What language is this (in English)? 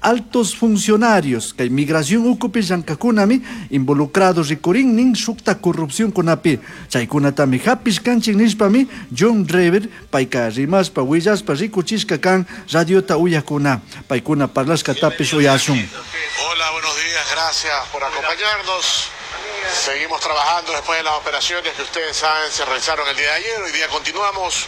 Chimborazo Highland Quichua